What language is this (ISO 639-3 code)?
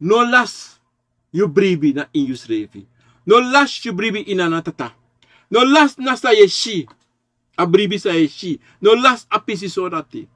srn